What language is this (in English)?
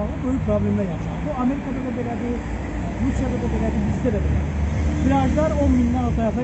Azerbaijani